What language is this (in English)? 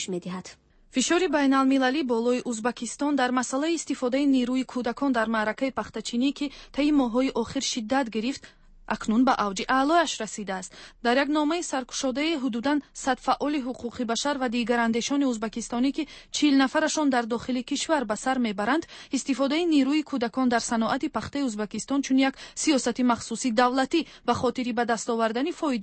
Tajik